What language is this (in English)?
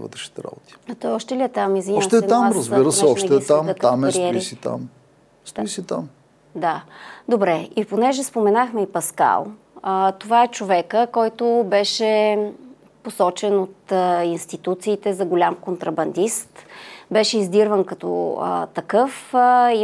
Bulgarian